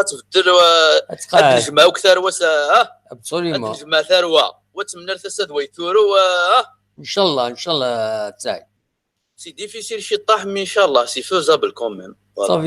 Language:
Kabyle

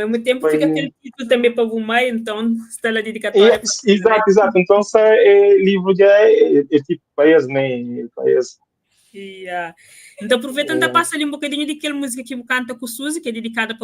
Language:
Kabuverdianu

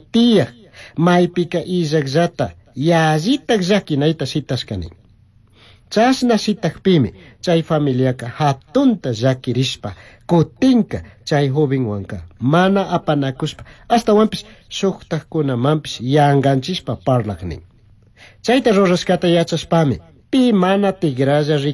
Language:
Chimborazo Highland Quichua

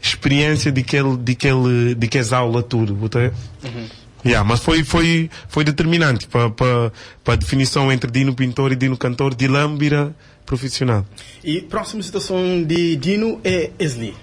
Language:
Kabuverdianu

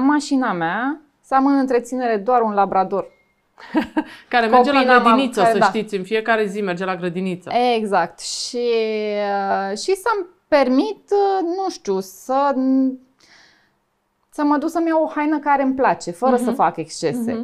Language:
Romanian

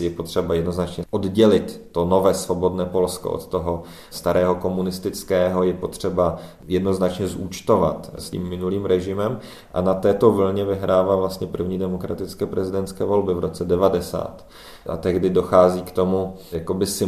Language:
Czech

